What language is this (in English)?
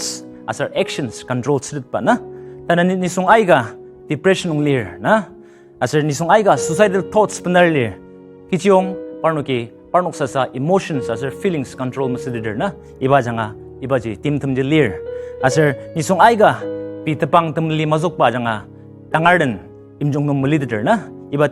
Ao Naga